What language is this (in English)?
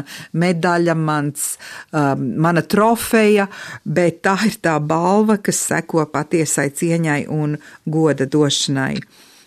Latvian